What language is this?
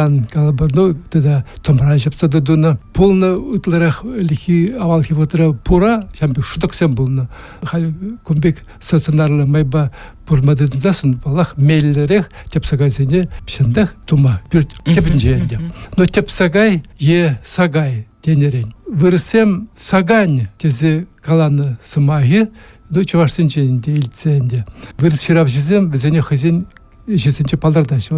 Chuvash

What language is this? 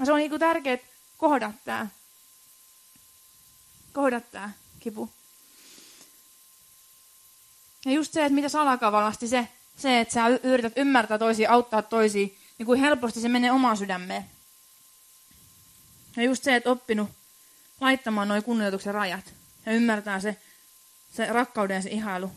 Finnish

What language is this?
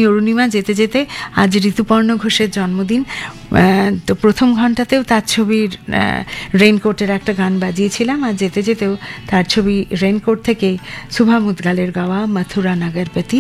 Bangla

